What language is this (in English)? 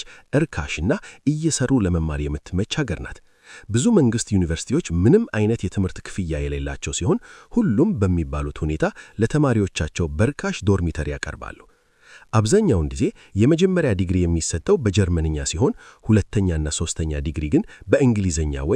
Amharic